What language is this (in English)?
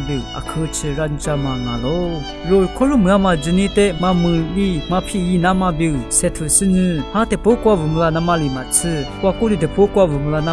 Lisu